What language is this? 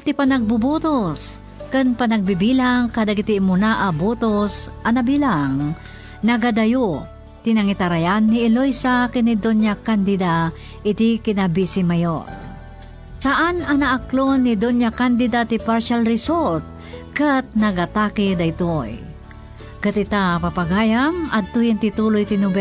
Iloko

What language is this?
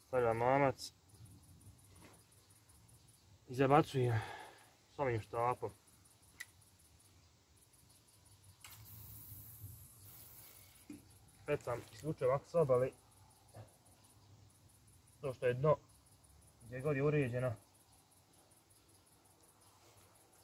Croatian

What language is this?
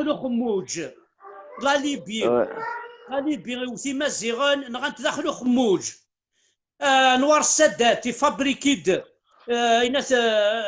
Kabyle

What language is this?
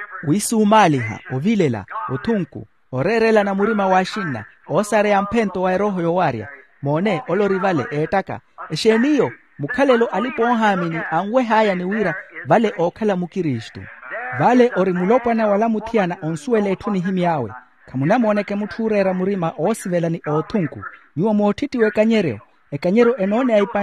Makhuwa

